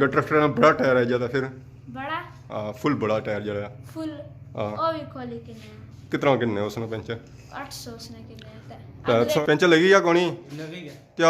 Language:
Pahari-Potwari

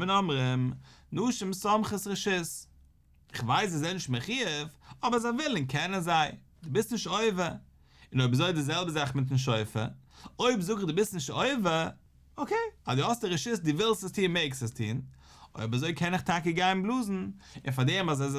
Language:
Yiddish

